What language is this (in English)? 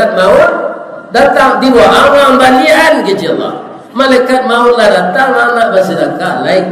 Minangkabau